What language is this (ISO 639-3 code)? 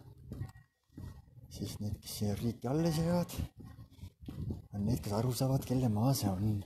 est